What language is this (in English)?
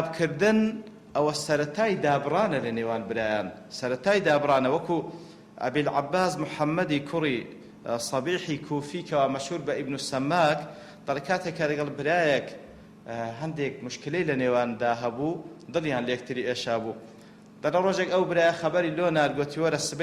Central Kurdish